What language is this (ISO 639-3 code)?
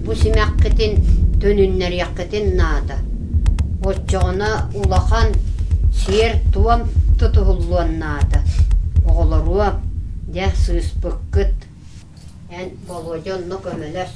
sah